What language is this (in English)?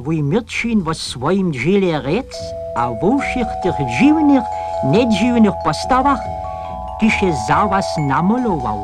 Upper Sorbian